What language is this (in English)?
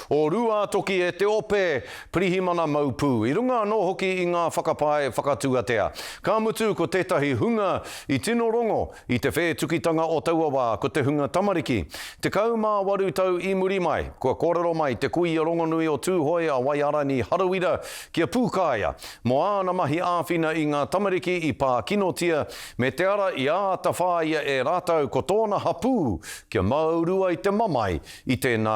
Māori